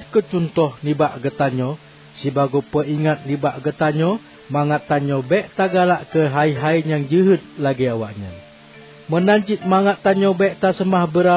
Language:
Achinese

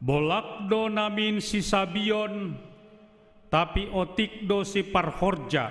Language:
Batak Simalungun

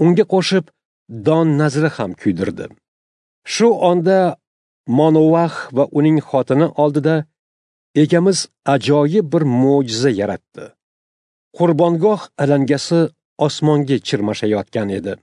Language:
Uzbek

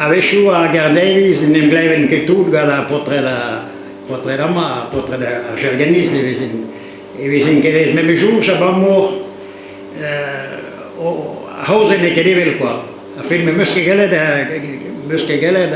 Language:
Breton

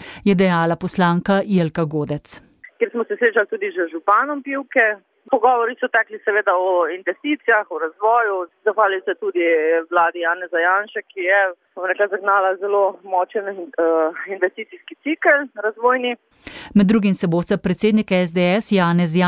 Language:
Slovenian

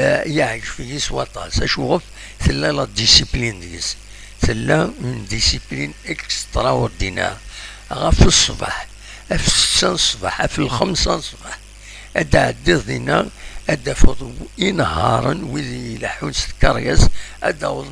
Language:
Kabyle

